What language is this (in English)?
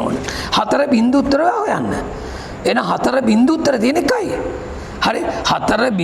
Sinhala